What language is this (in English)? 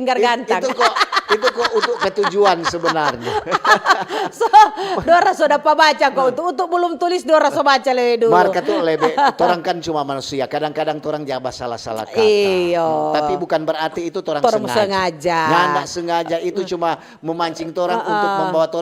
Manado Malay